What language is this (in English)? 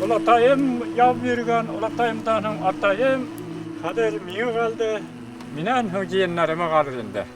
Bashkir